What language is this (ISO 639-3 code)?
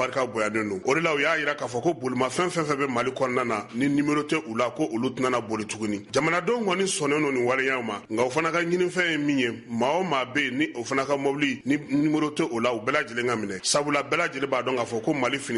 bam